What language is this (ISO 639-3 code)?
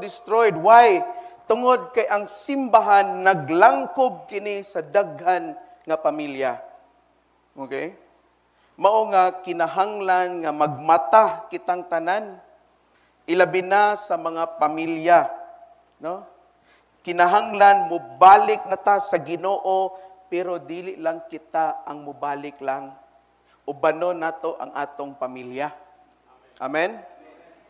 ceb